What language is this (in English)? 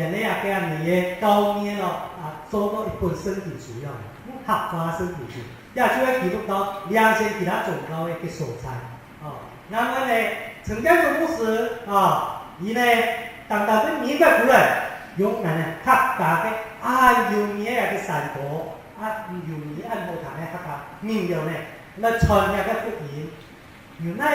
Hakka Chinese